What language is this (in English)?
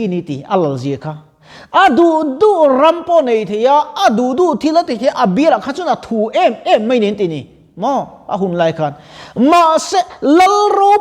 Mizo